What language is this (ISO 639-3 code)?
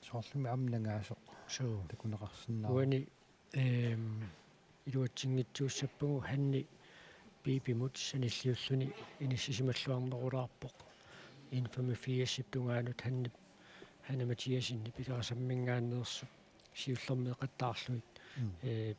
kal